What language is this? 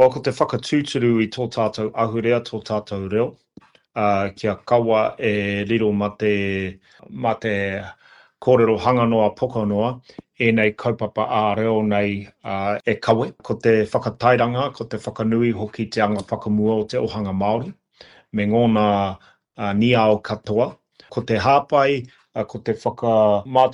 Māori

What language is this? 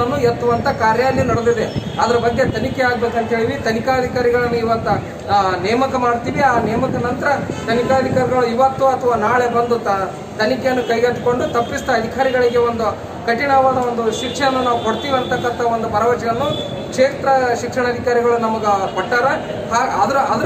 Kannada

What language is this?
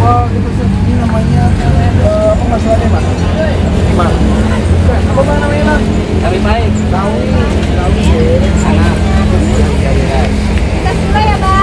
Betawi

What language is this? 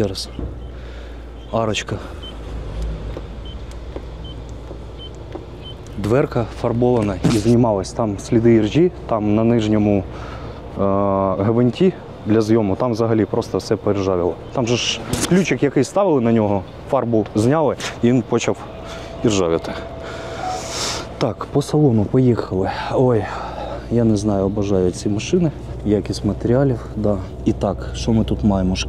Ukrainian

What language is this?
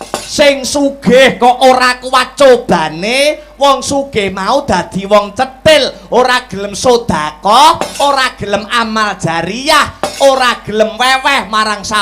Javanese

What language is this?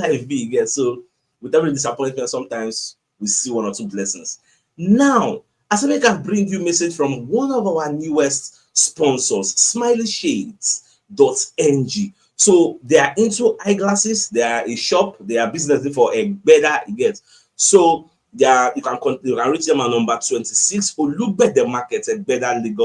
Nigerian Pidgin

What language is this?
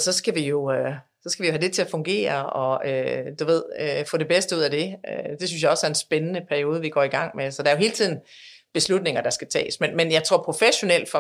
Danish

